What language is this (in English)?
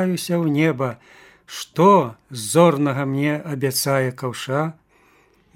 Belarusian